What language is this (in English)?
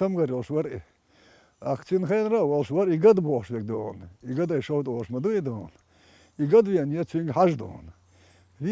Chechen